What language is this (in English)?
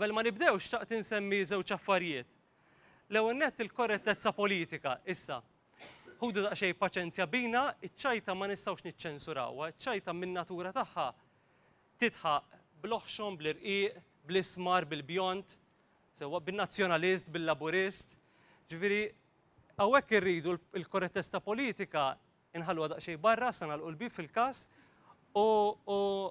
Maltese